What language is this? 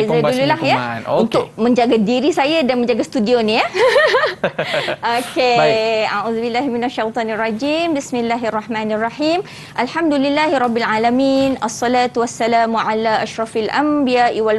Malay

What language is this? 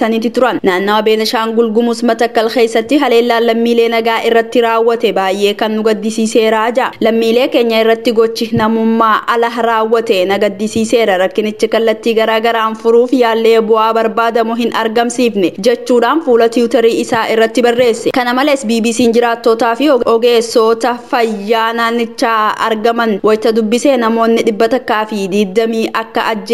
Oromo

